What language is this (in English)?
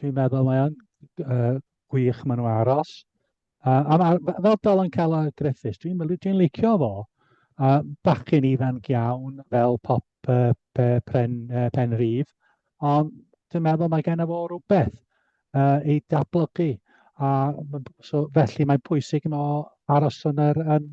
Welsh